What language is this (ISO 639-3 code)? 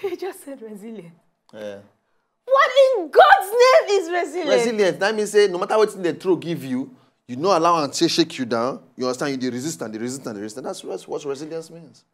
pcm